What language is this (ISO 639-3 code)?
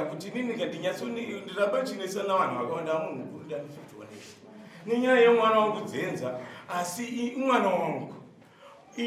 sna